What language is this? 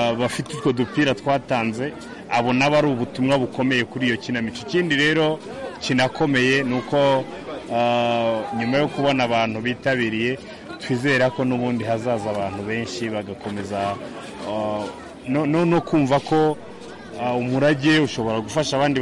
Kinyarwanda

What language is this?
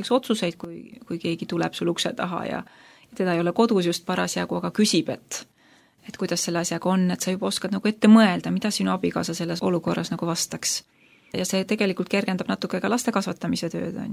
Estonian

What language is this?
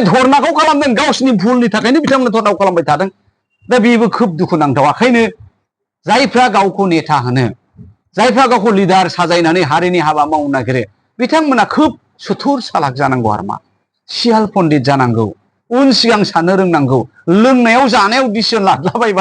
Bodo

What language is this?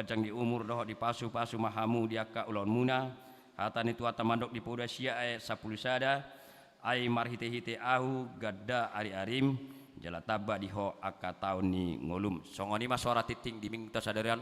Batak Toba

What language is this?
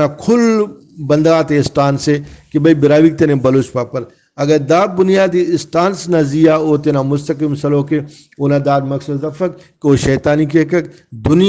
Brahui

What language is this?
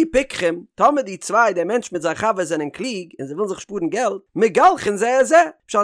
Yiddish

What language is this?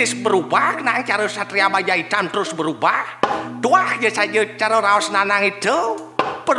Balinese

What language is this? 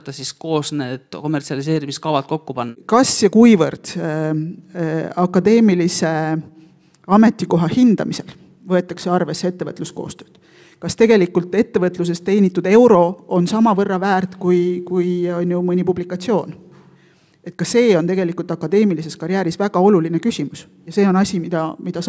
Estonian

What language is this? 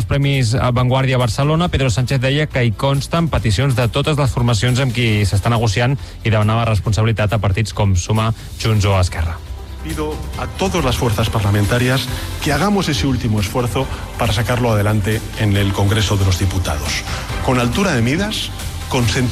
Catalan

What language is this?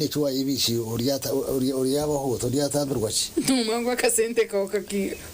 Nyankole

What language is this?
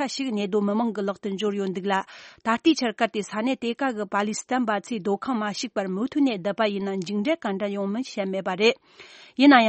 Tibetan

